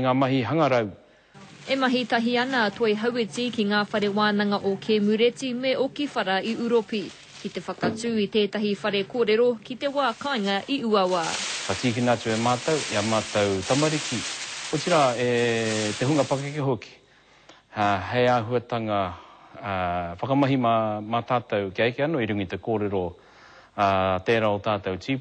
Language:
Māori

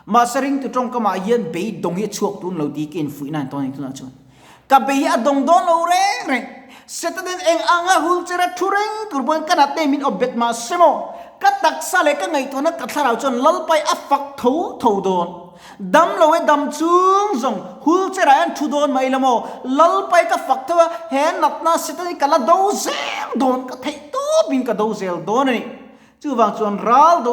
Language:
Mizo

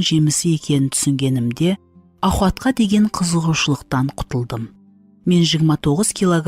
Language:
Kara-Kalpak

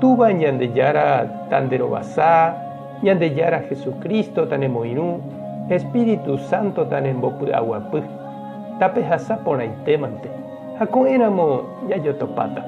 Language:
Guarani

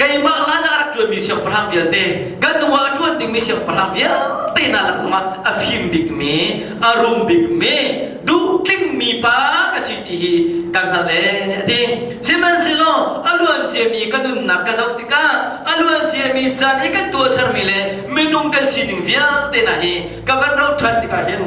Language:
Hakha Chin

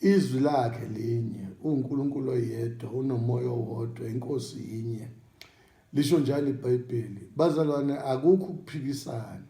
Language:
Zulu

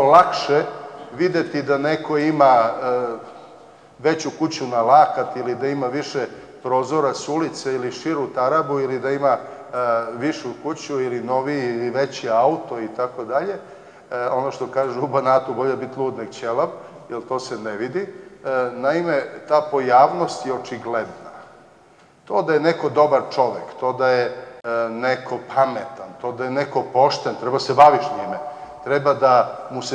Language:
Serbian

